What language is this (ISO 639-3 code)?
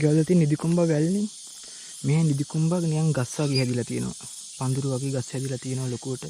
sin